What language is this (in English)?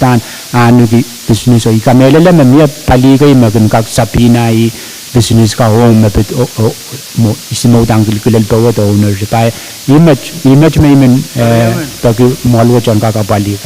Pohnpeian